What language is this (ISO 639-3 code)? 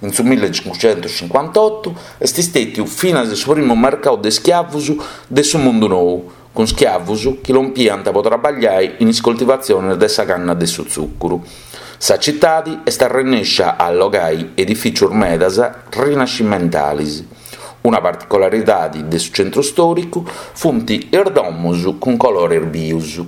srd